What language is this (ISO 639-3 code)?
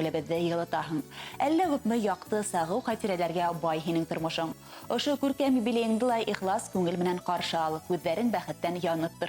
bak